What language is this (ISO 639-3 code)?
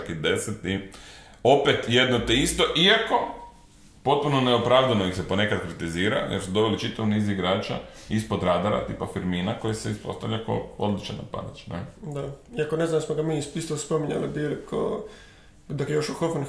hrv